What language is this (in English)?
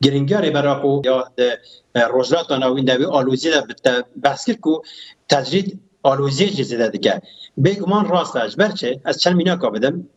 Kurdish